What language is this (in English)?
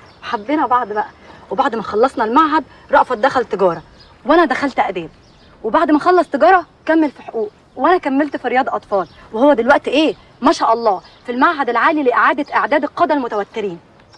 Egyptian Arabic